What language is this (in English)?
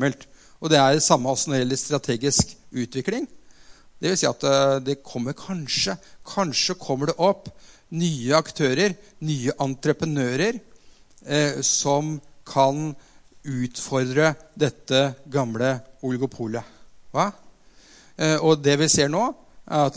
Norwegian